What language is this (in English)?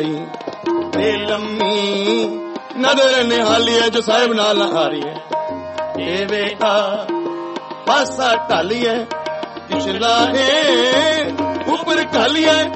Punjabi